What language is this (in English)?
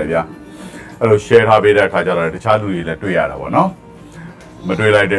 Burmese